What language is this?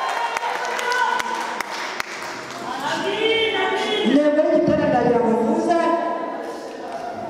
Kinyarwanda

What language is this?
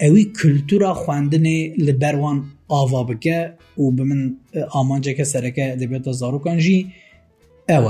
Kurdish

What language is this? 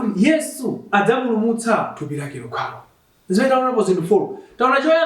Nyanja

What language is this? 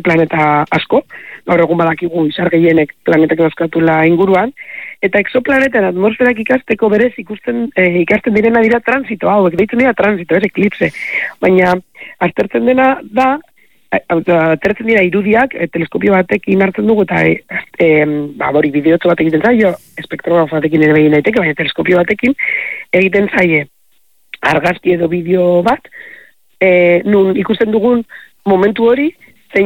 Basque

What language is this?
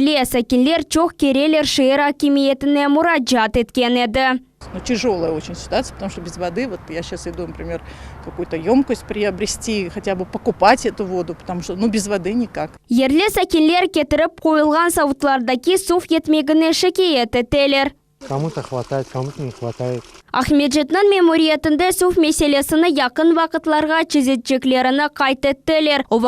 Crimean Tatar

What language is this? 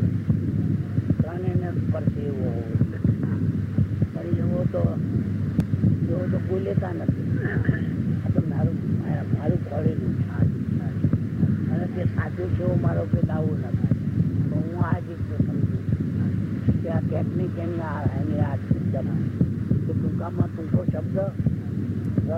Gujarati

